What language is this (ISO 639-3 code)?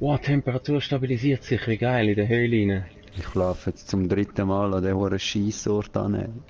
gsw